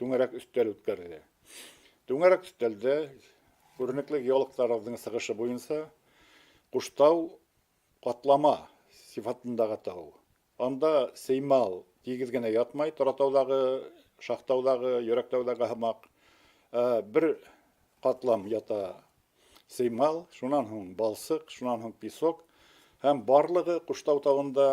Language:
Bashkir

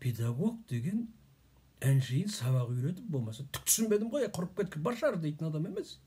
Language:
Kazakh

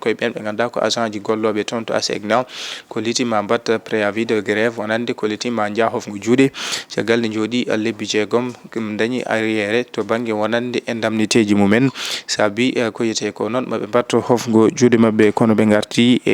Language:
Fula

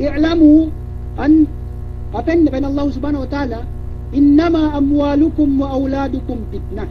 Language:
Yakan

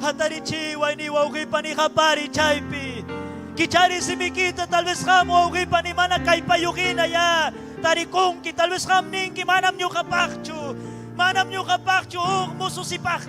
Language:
Ayacucho Quechua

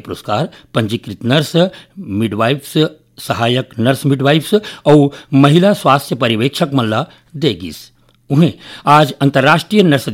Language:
Chhattisgarhi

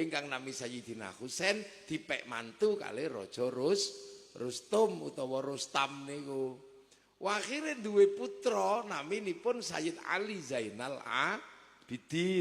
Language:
Javanese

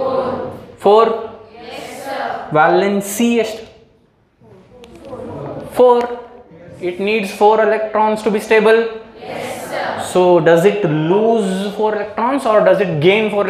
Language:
Kannada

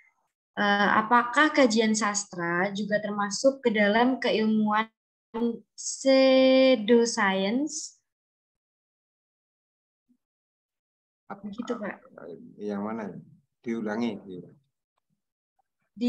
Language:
Indonesian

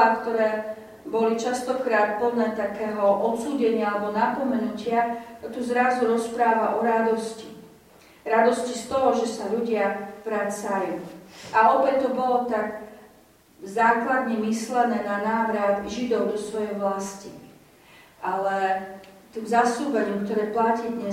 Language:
Slovak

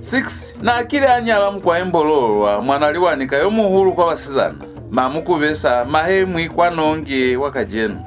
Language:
Lozi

